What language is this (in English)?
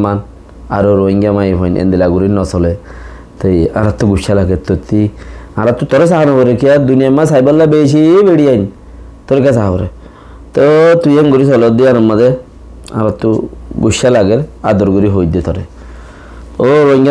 Rohingya